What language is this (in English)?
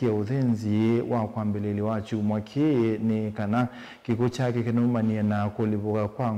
Kamba